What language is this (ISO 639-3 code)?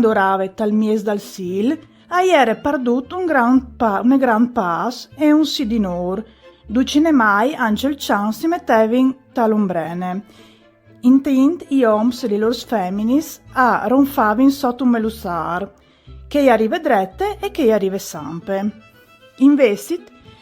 fur